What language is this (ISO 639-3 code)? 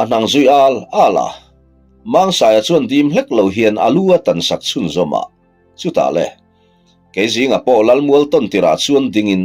lus